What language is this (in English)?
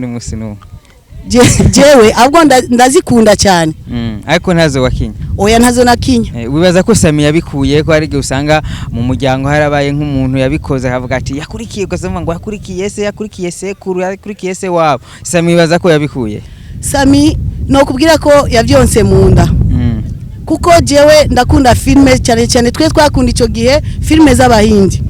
Rundi